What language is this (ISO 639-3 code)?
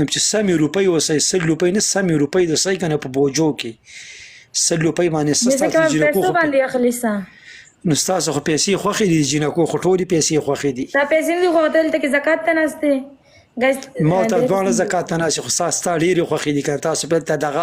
pus